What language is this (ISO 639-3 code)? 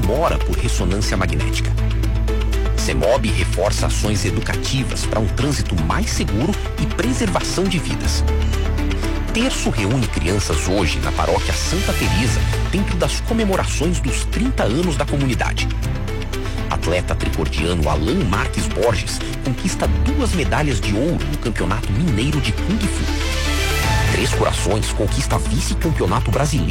por